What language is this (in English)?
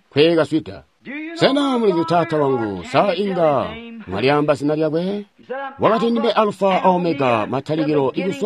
Tonga (Zambia)